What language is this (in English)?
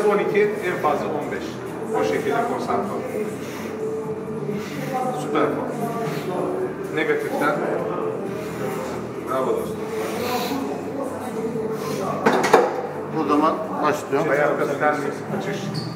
Turkish